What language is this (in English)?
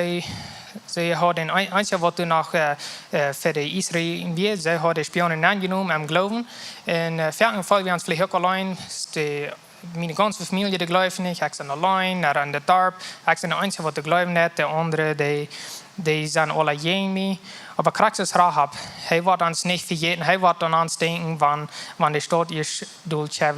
Plautdietsch